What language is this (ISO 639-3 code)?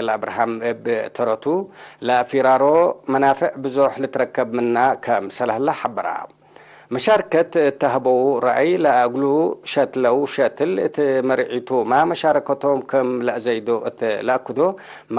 tig